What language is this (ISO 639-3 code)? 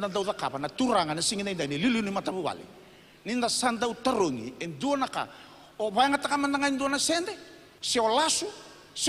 fij